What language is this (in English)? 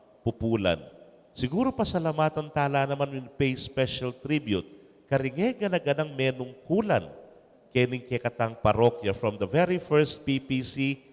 Pampanga